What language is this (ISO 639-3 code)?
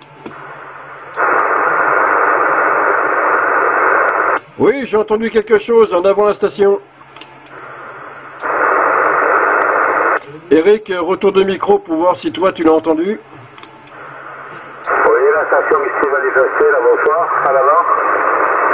fra